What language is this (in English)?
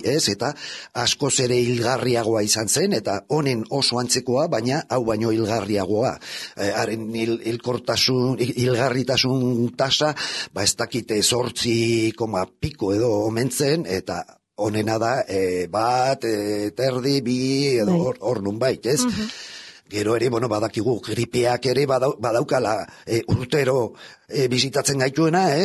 Basque